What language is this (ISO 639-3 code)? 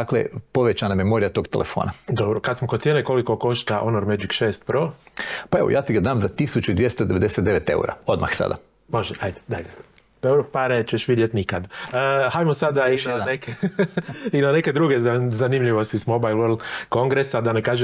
hrv